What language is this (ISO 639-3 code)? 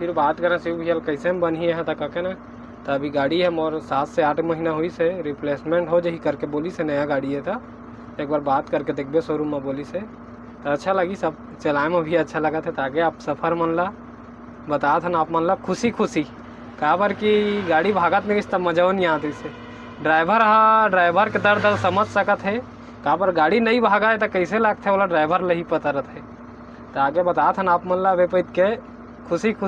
hne